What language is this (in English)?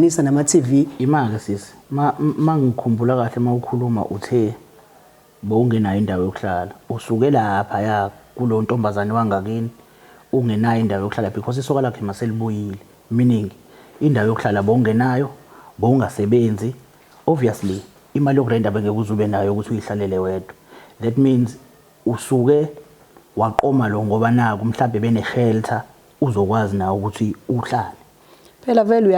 Zulu